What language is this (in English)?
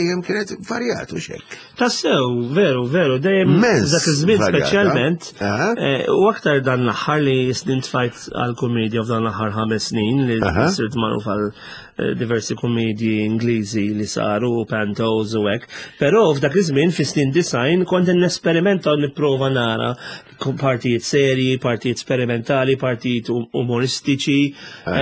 Maltese